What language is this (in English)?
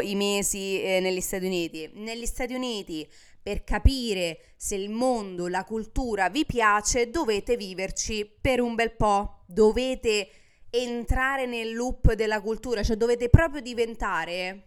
Italian